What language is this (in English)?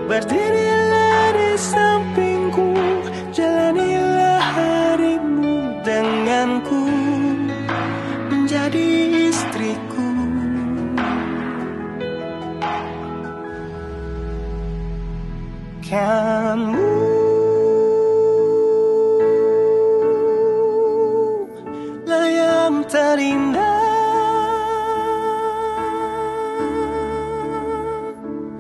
Indonesian